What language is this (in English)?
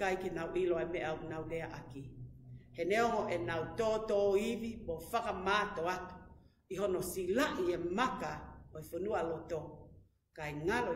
Tongan